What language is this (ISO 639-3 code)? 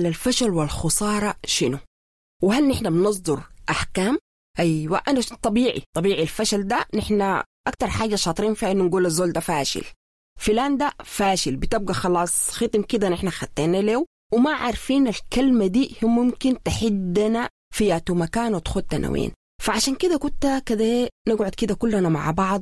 apd